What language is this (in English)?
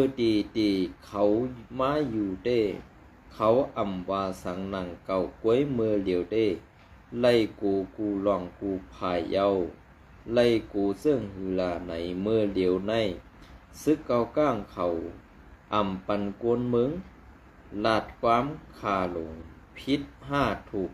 Shan